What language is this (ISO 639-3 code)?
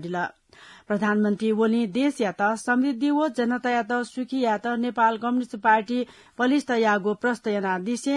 new